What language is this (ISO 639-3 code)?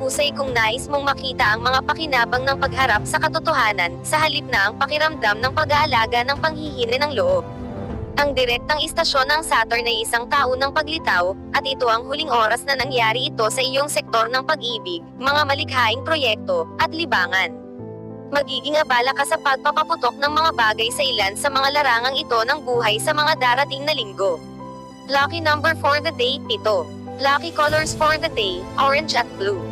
fil